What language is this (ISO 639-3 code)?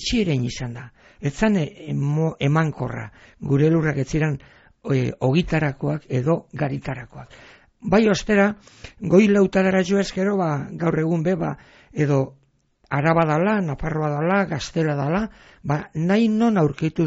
eus